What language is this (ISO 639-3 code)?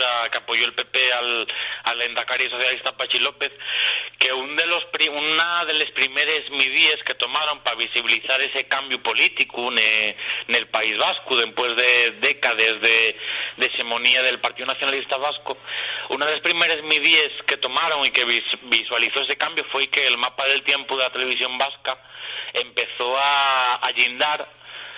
ast